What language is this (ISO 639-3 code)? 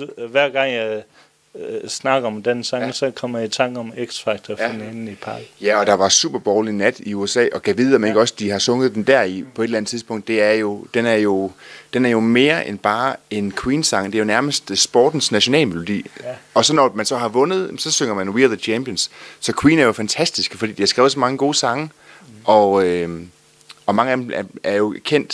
dan